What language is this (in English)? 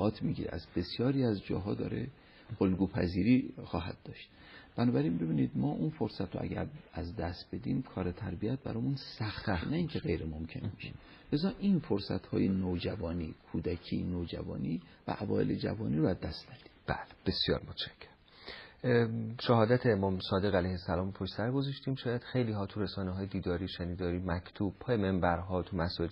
Persian